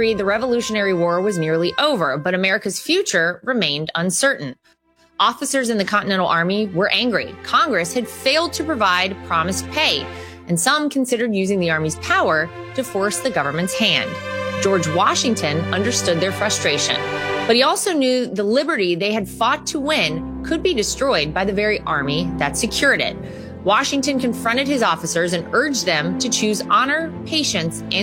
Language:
English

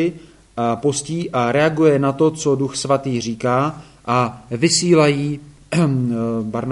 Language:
Czech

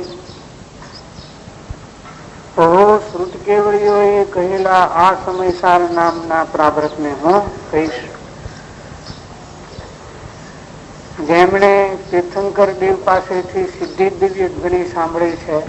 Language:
Gujarati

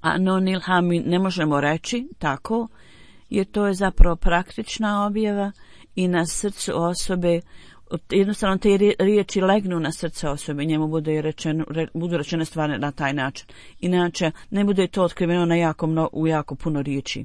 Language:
Bosnian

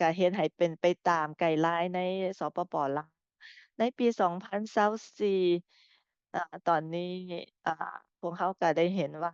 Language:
Lao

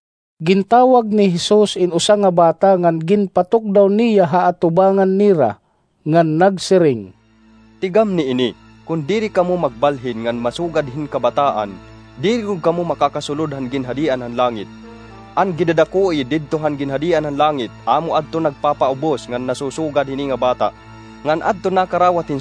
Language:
Waray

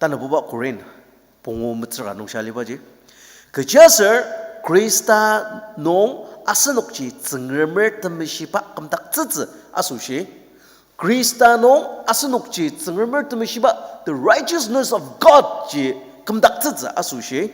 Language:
Ao Naga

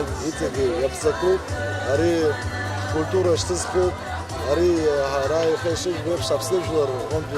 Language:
Abkhazian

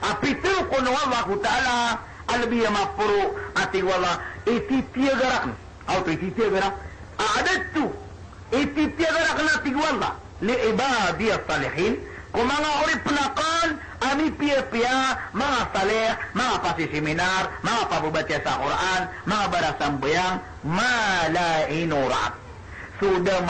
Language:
Maranao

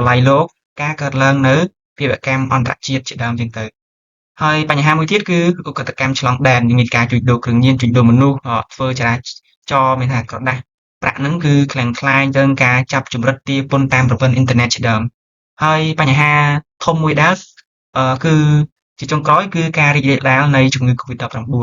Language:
Khmer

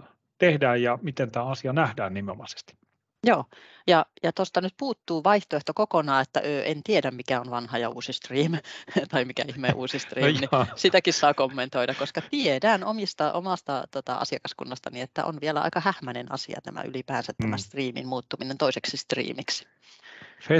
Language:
Finnish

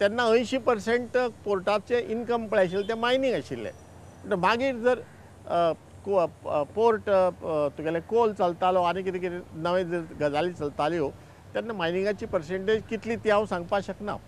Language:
Konkani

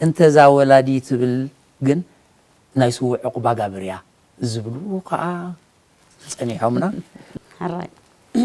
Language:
Tigrinya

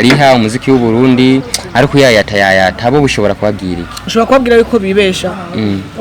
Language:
Rundi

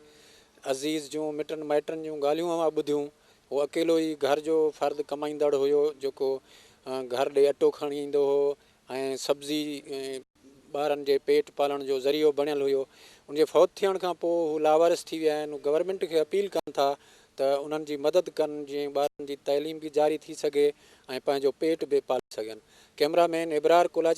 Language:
Sindhi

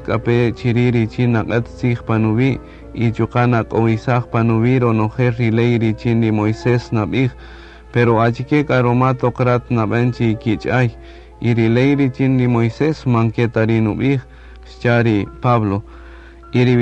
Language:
Kaqchikel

